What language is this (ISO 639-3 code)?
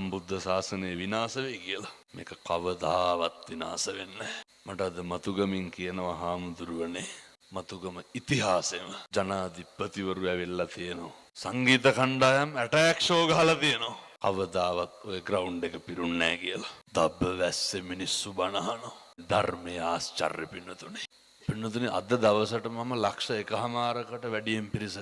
sin